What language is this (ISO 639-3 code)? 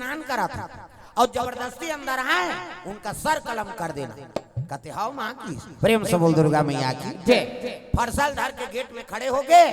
hne